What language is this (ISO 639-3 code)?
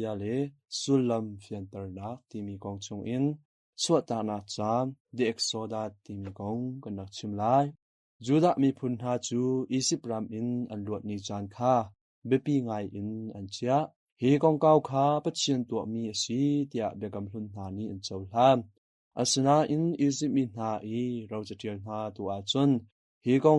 cnh